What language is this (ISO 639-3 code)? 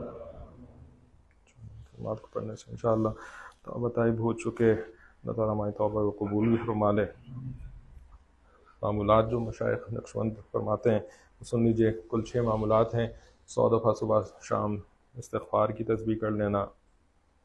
urd